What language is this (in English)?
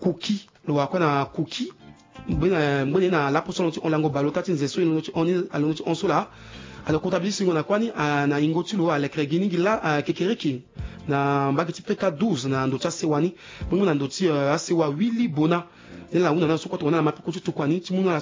Sango